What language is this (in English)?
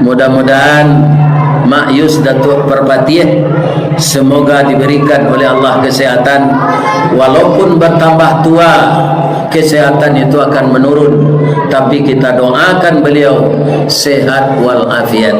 Minangkabau